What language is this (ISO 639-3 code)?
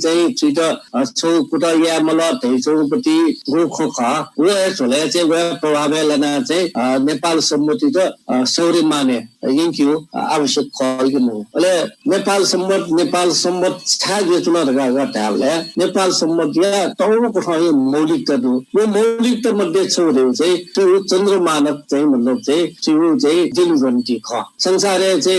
new